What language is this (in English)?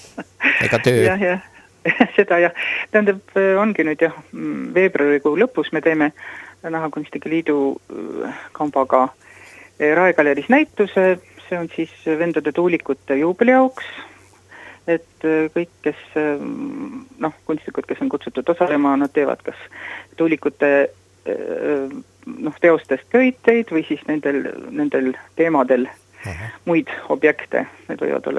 Estonian